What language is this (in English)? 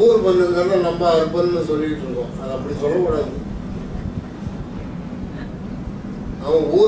Tamil